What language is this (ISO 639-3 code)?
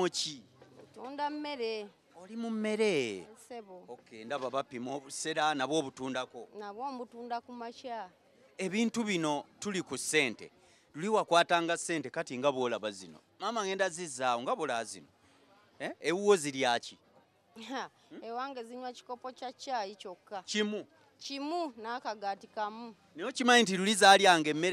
lug